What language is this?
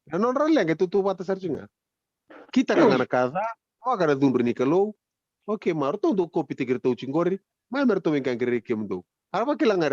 Fijian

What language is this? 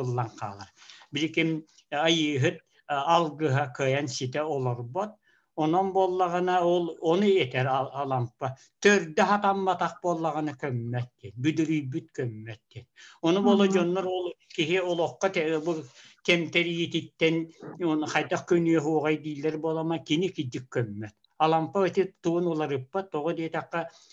Yakut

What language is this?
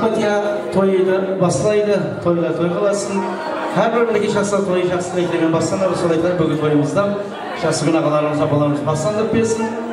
Kara-Kalpak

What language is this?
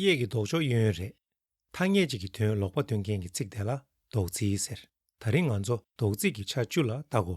Tibetan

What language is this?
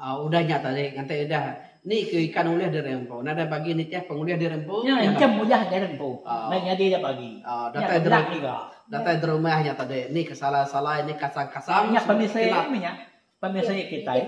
Iban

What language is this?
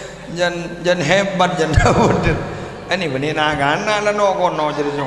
Madurese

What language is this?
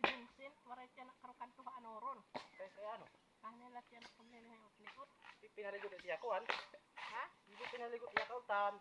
Waray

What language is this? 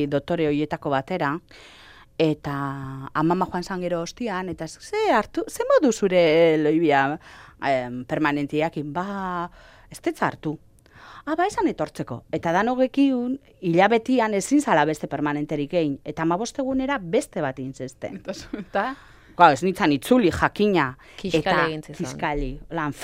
Basque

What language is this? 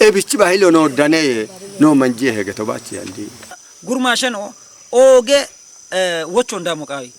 Kafa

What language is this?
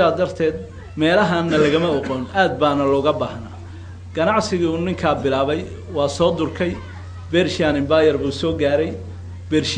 Somali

